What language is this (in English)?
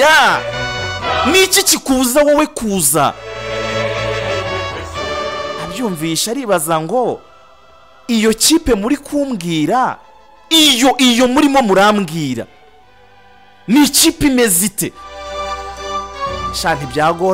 Kinyarwanda